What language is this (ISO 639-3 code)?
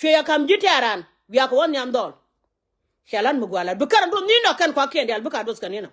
nus